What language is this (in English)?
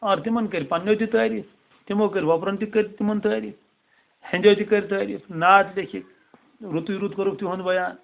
Kashmiri